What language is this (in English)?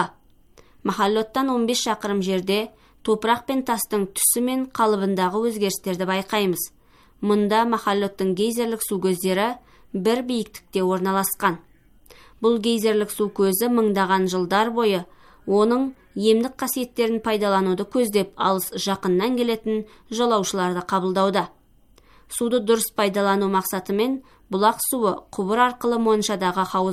Kazakh